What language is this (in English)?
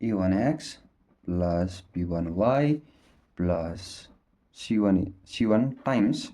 Nepali